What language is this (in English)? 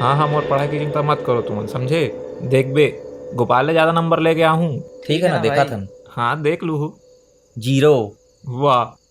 Chhattisgarhi